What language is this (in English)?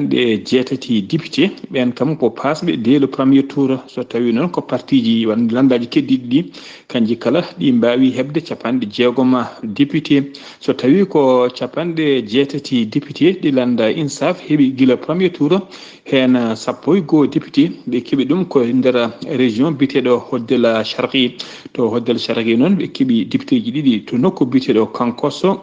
Fula